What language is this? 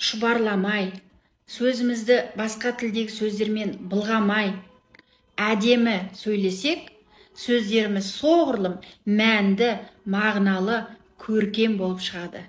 Kazakh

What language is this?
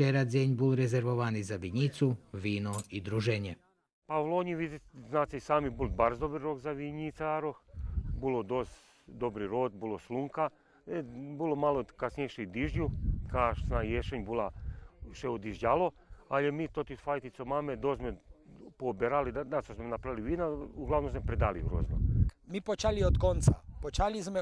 Rusyn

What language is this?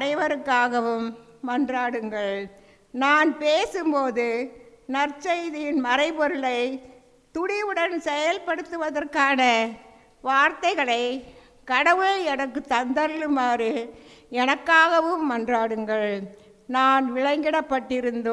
Tamil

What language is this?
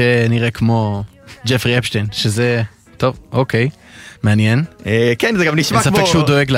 Hebrew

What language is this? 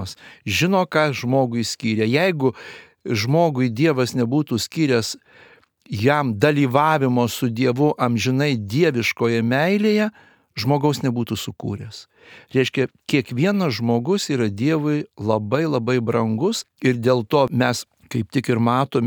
Lithuanian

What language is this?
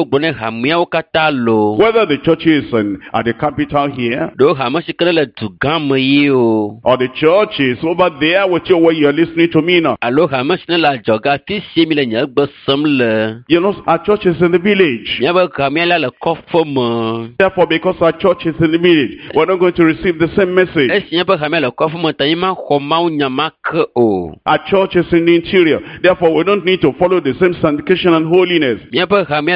Ewe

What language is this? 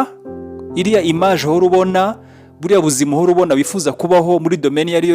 Kinyarwanda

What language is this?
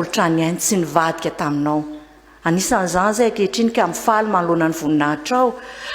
Malagasy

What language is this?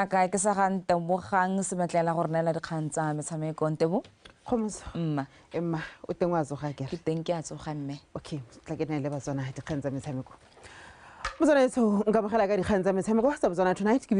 Tswana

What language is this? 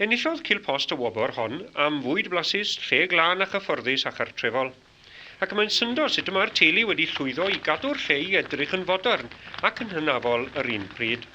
Welsh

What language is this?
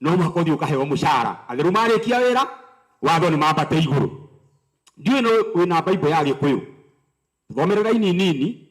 Kikuyu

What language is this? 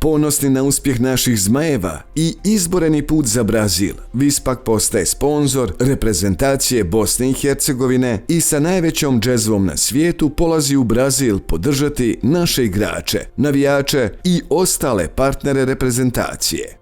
Bosnian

